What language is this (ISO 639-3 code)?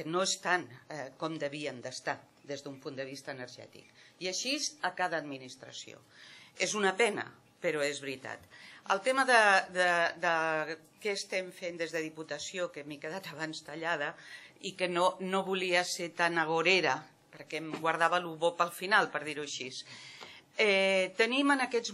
cat